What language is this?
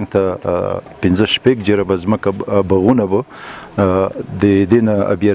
Pashto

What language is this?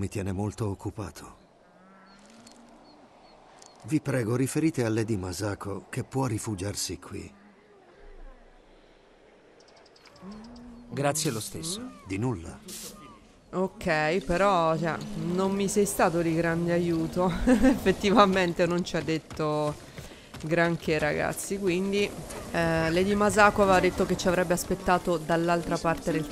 Italian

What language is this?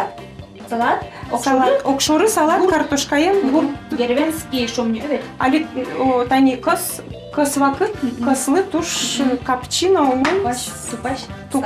Udmurt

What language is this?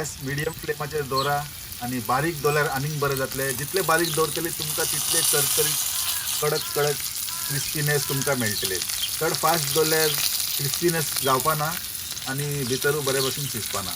Konkani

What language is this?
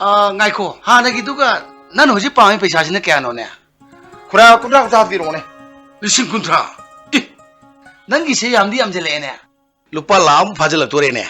Manipuri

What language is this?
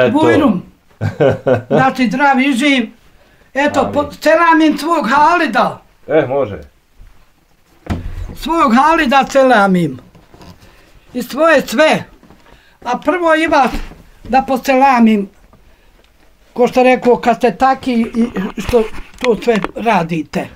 Bosnian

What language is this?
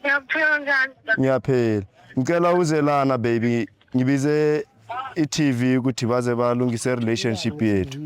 Zulu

